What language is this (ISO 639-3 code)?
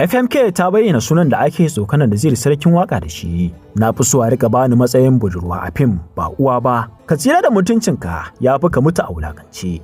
hau